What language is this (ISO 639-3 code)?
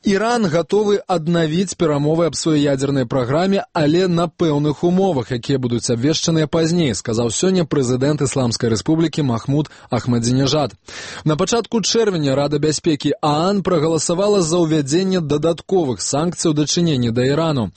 bel